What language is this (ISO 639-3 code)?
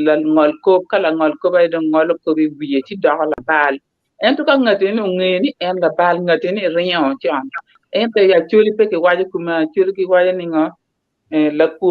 ach